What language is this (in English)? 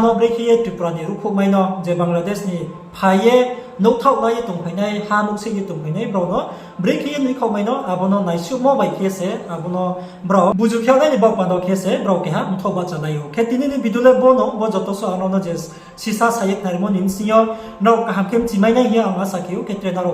Riang (India)